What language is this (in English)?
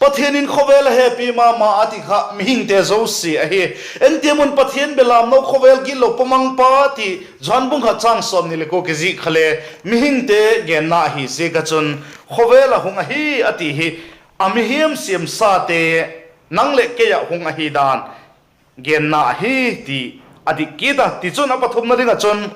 Vaiphei